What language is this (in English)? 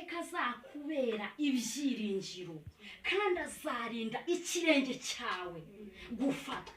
Kinyarwanda